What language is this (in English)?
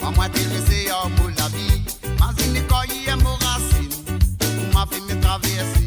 Morisyen